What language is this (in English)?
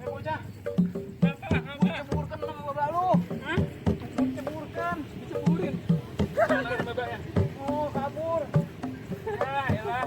Betawi